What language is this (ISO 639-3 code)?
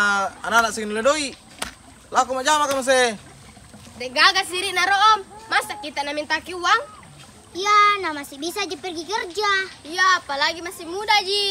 mfp